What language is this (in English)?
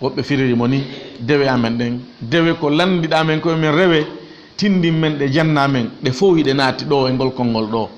Fula